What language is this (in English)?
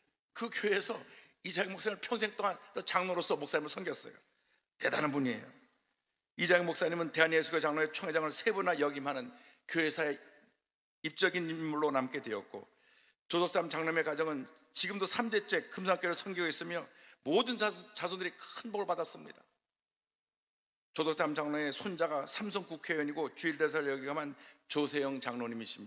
Korean